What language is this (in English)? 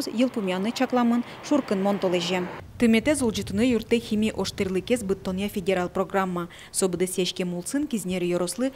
Udmurt